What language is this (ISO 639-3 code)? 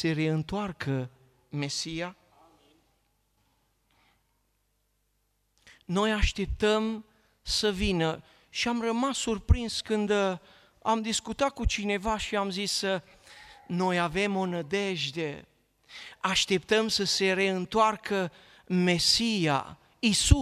ron